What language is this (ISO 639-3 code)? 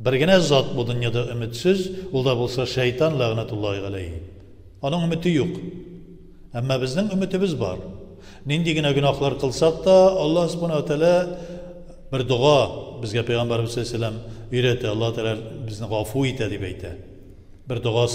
tat